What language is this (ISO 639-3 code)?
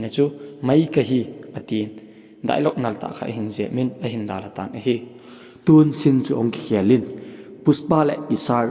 tcz